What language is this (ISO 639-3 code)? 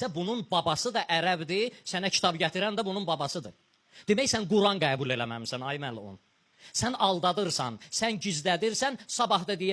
aze